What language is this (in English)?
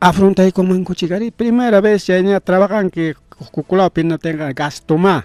Ayacucho Quechua